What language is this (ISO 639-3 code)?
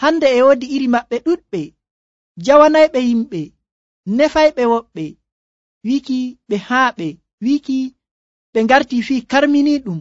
fuv